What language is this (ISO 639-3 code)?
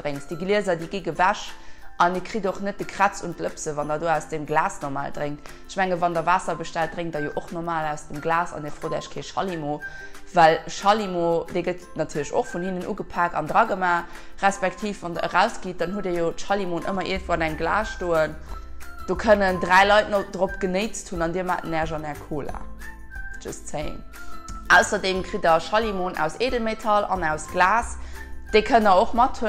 ltz